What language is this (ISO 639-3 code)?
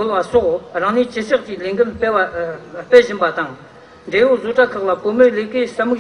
bod